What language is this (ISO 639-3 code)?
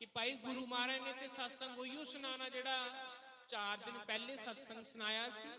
doi